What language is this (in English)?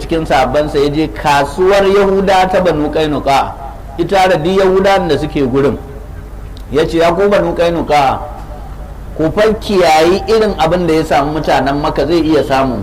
Hausa